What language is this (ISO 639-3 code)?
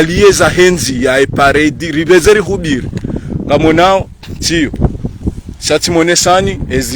zdj